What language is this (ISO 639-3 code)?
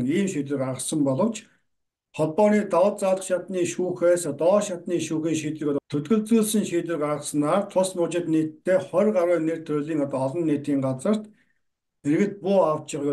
mon